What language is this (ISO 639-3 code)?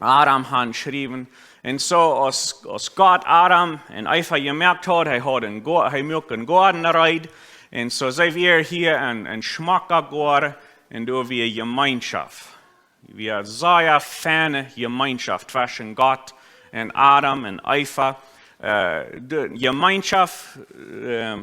pdt